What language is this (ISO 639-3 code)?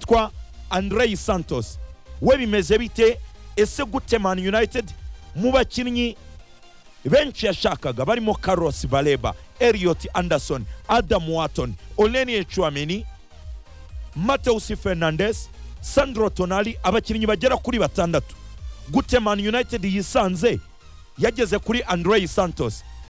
kin